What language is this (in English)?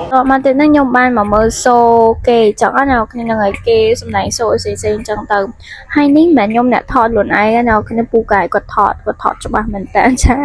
Khmer